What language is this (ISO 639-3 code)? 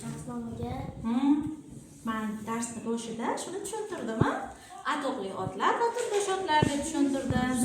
uzb